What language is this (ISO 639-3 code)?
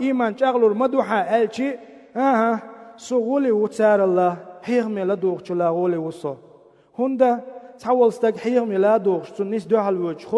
che